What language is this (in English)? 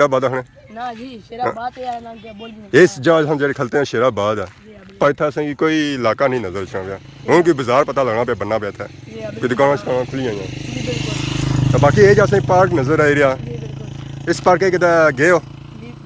Pahari-Potwari